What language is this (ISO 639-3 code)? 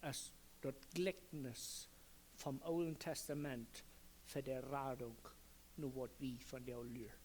pdt